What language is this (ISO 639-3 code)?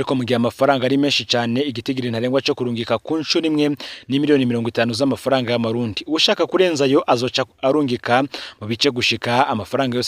run